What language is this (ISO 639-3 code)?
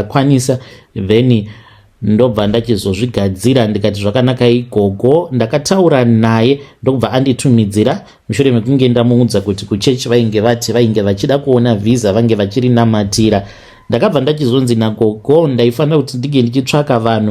sna